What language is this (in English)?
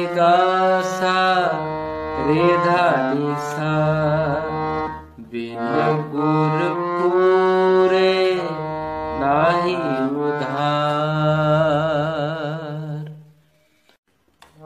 Punjabi